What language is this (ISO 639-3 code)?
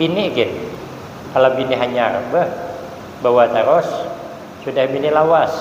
bjn